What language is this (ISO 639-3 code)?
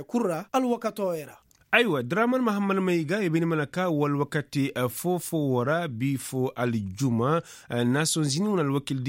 ses